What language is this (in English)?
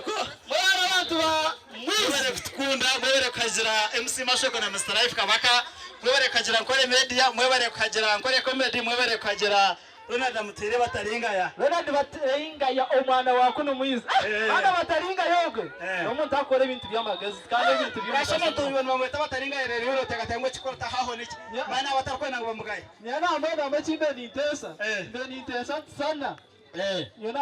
Nyankole